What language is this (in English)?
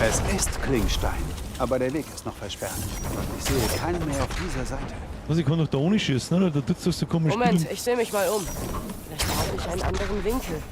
Bavarian